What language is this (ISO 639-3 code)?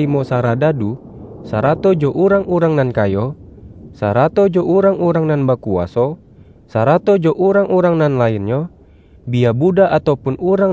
min